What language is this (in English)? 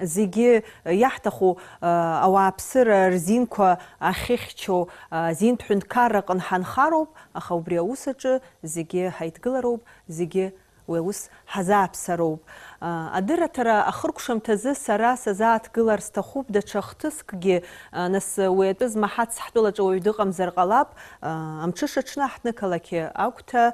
Abkhazian